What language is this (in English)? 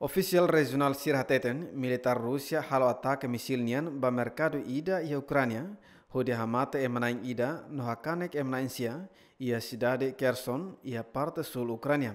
Tetum